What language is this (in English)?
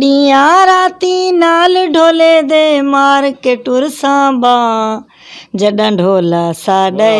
Western Panjabi